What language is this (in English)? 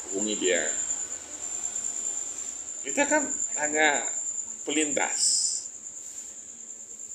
Indonesian